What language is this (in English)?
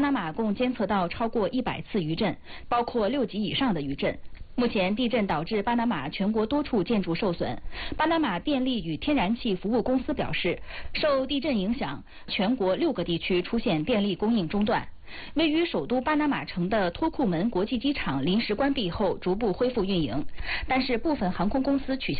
Chinese